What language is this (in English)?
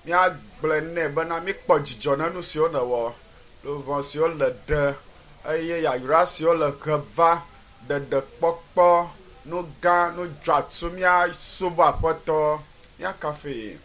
Ewe